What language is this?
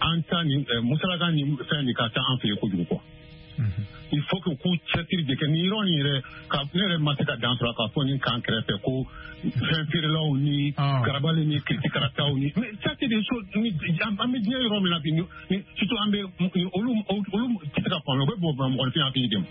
Bambara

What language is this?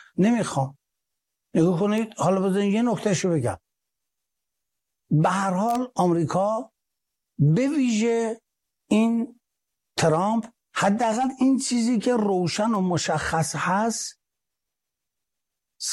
Persian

